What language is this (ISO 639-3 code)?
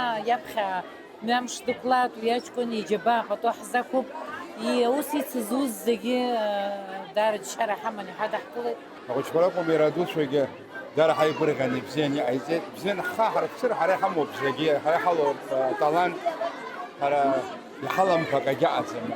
abk